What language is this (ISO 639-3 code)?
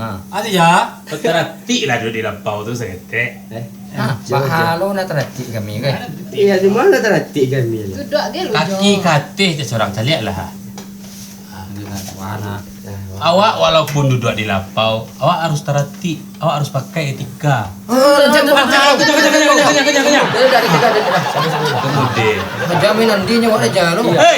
min